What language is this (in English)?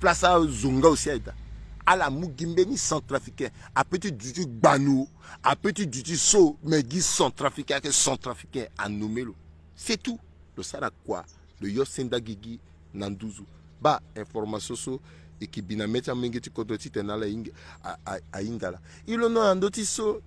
Sango